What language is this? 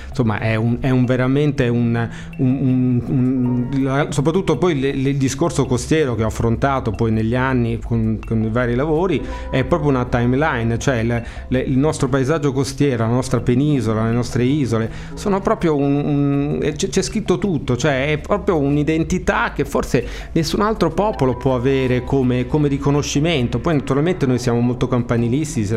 Italian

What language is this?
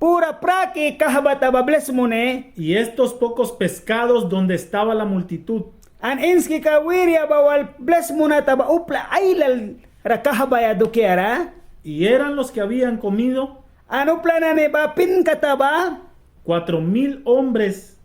Mískito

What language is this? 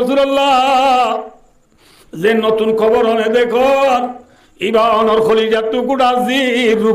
Rohingya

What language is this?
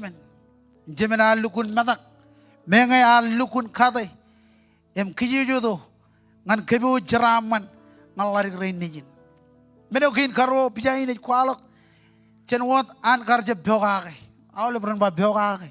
Marshallese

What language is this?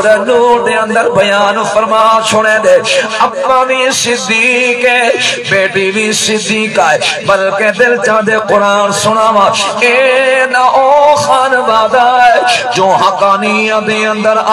Saraiki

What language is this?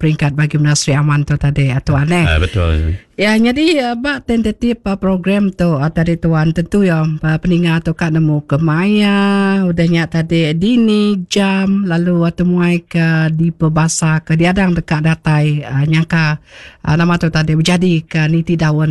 Iban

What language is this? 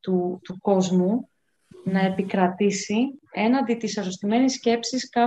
Greek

